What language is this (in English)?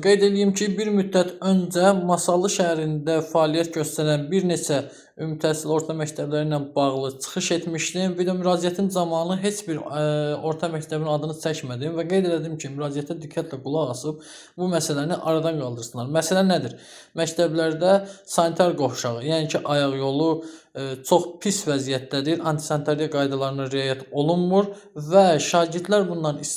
Azerbaijani